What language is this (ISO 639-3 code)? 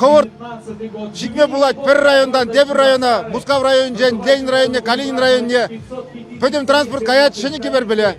chv